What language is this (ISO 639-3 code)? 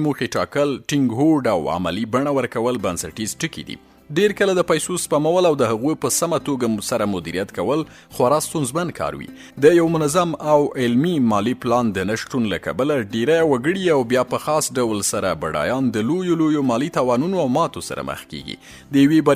pus